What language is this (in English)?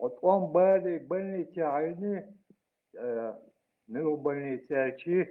Chechen